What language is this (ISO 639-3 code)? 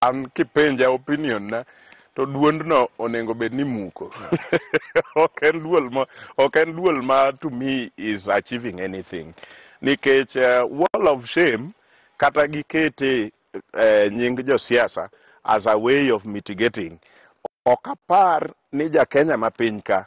luo